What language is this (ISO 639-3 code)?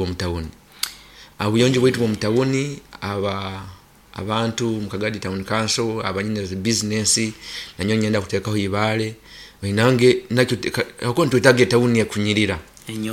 nyo